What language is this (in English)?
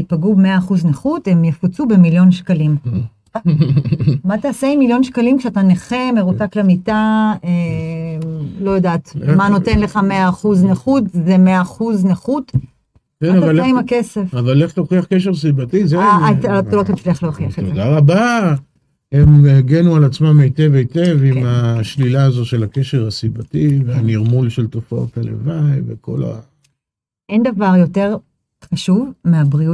Hebrew